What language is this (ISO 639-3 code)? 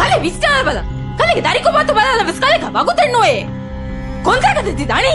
div